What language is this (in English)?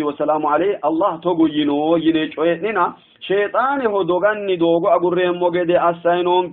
Sidamo